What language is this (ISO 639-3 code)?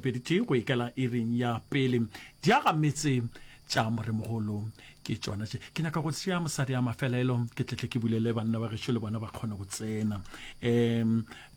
nso